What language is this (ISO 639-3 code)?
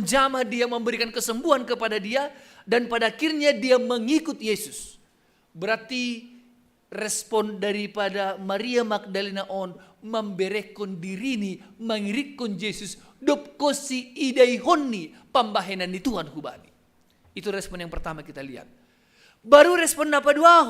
bts